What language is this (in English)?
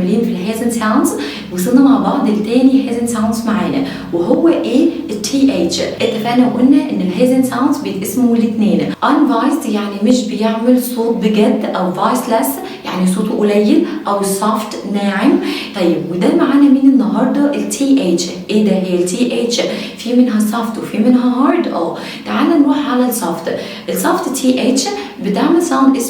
Egyptian Arabic